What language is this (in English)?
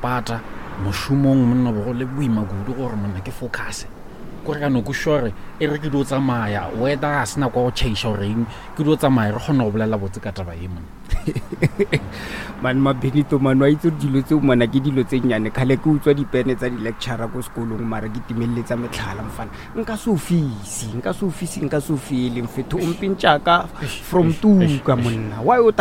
Northern Sotho